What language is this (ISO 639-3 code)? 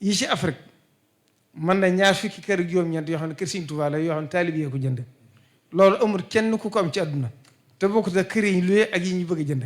wol